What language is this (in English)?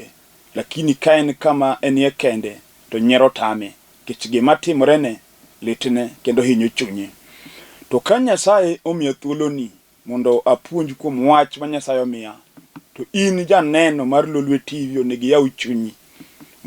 Luo (Kenya and Tanzania)